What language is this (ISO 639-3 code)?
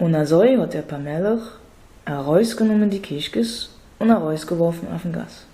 yid